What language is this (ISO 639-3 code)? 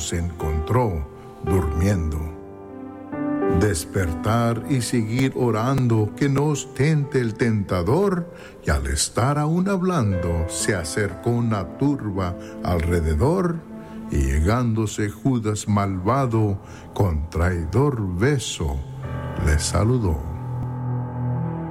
spa